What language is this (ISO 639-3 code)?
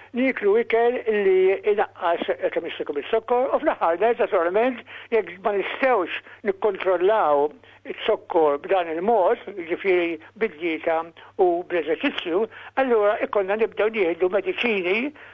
mlt